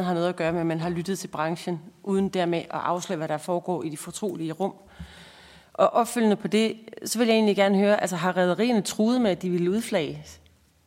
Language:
Danish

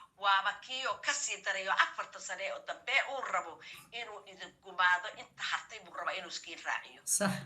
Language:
Somali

